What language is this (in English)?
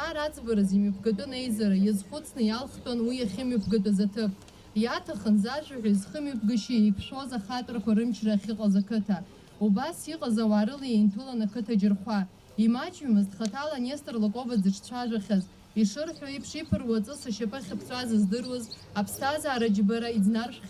Abkhazian